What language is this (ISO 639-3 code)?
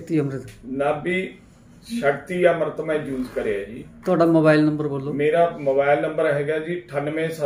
pan